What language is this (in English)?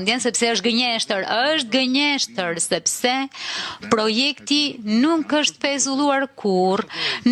Albanian